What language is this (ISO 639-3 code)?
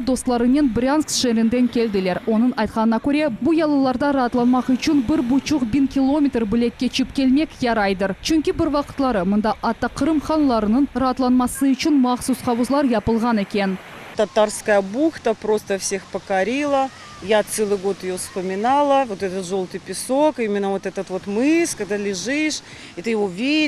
crh